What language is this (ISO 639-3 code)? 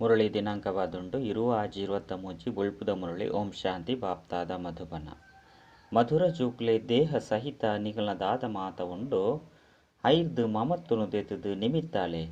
tcy